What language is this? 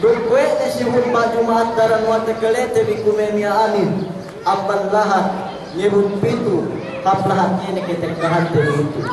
Yakan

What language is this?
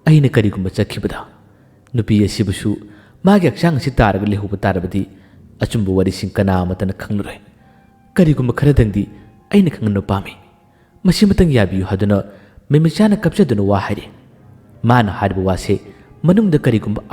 Manipuri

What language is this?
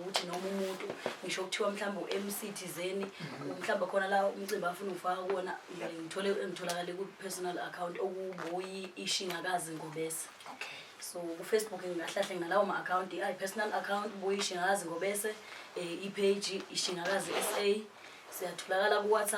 Zulu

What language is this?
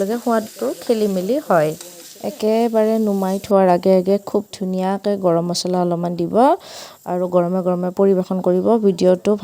Assamese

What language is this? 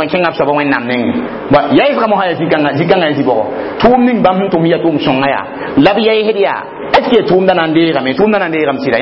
Mossi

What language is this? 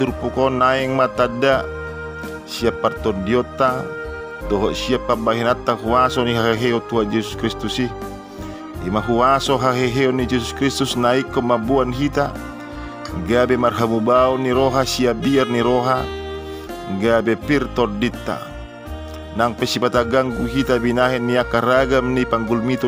Batak Toba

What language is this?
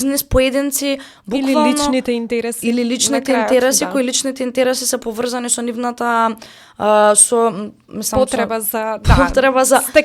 Macedonian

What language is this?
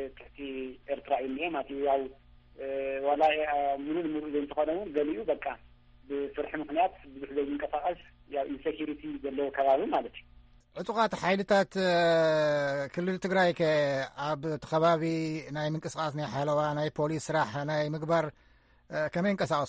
Tigrinya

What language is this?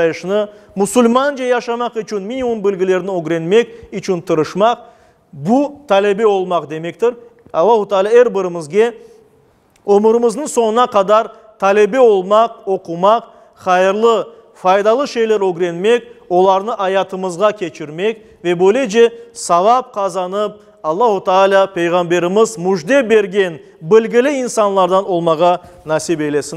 Crimean Tatar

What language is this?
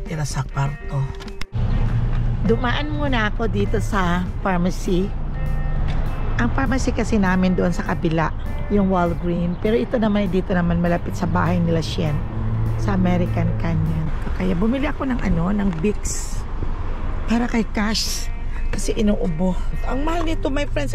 Filipino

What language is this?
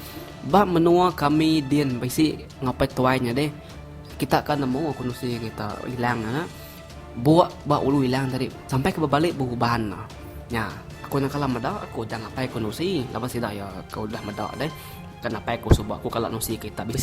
Iban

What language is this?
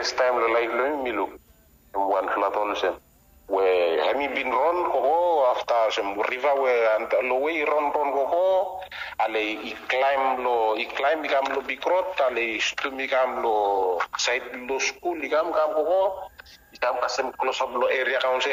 Bislama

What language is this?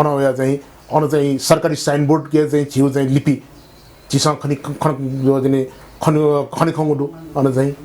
Newari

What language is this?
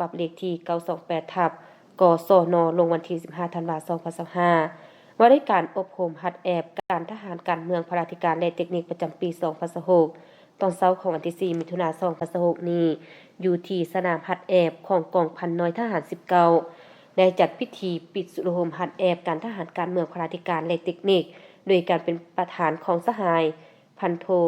Lao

